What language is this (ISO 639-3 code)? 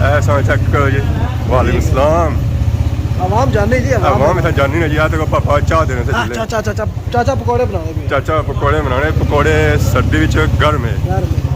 phr